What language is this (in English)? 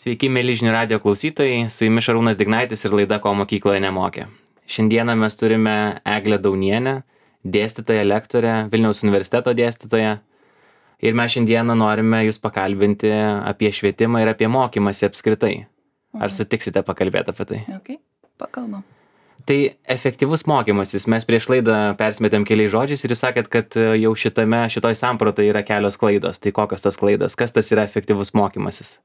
Lithuanian